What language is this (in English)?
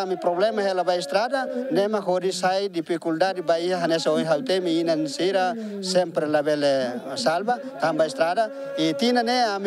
Tetum